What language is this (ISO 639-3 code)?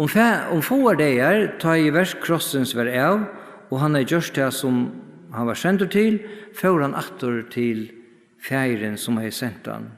fao